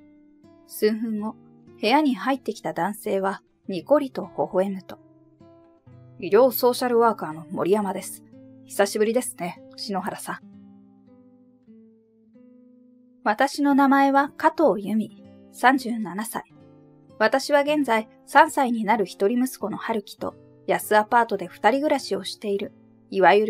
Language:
Japanese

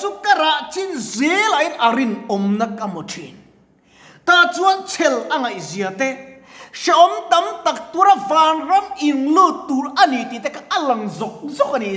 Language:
Mizo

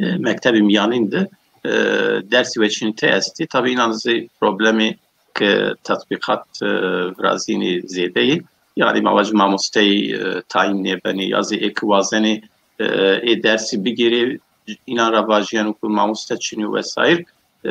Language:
Zaza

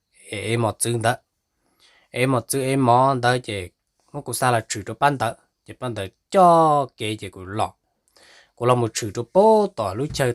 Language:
Hmong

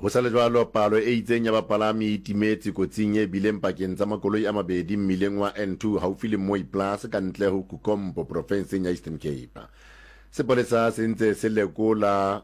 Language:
Southern Sotho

